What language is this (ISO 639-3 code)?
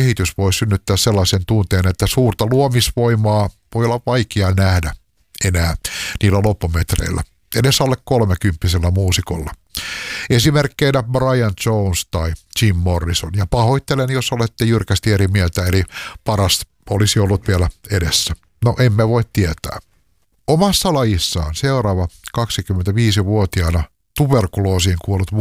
fin